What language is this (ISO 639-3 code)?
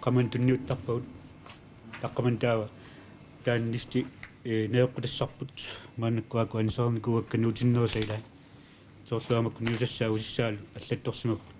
kal